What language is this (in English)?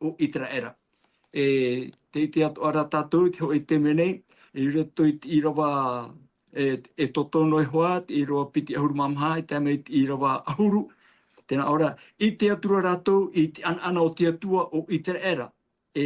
Tahitian